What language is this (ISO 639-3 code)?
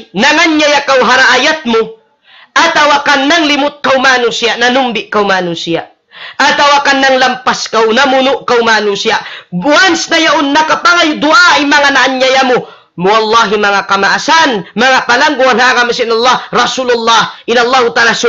tsg